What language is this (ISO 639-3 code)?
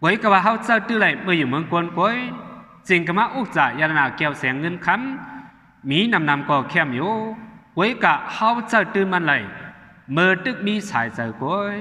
shn